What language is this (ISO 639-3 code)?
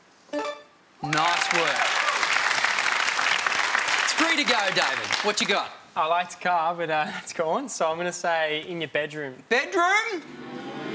eng